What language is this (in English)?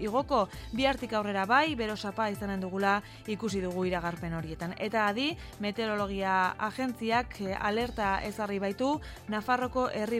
Basque